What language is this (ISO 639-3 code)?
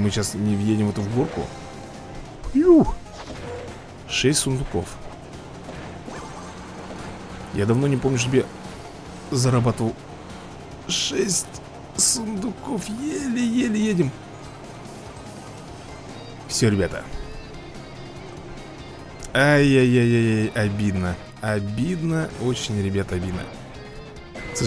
rus